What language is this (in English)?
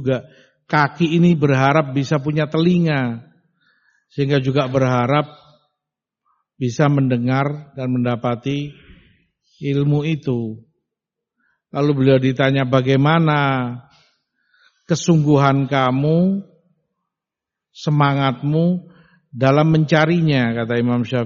Indonesian